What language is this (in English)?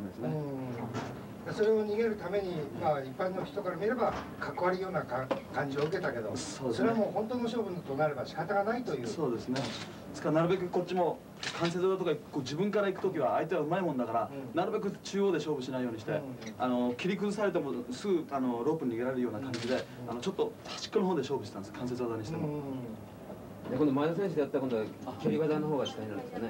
Japanese